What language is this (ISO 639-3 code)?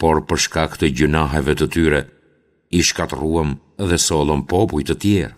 sqi